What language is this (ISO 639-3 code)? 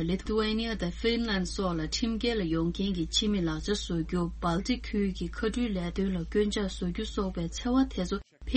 bod